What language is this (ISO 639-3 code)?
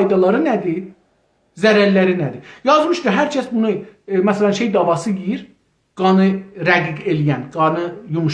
azb